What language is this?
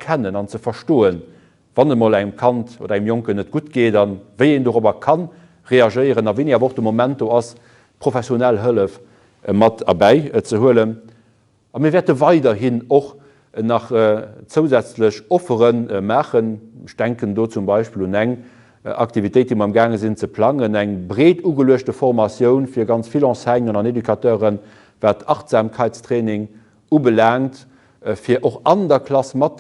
Luxembourgish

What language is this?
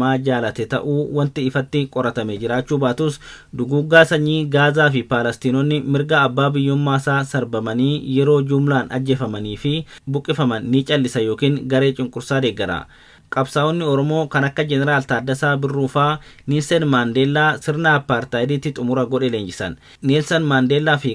Oromo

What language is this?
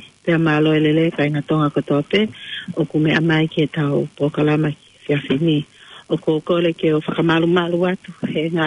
Tongan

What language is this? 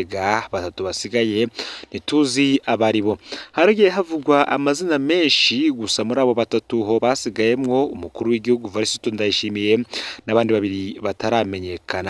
Rundi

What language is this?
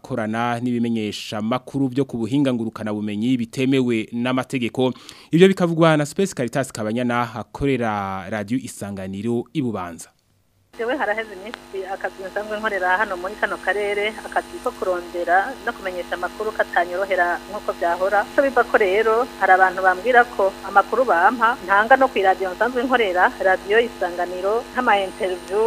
Rundi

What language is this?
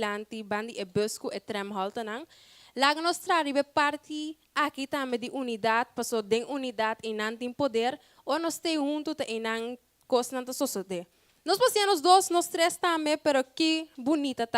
Papiamento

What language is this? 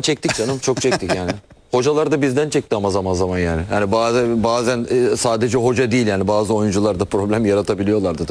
Turkish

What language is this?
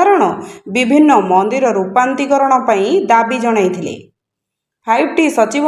Odia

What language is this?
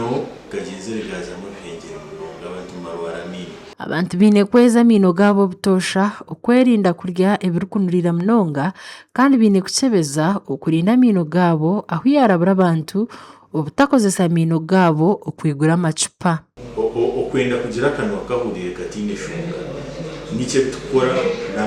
Nyankole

